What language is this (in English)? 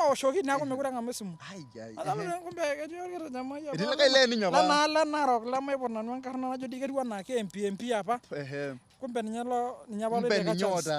Masai